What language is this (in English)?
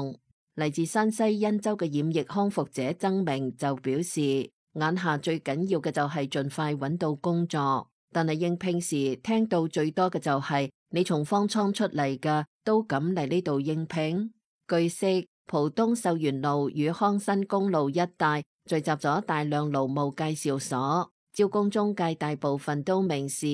Cantonese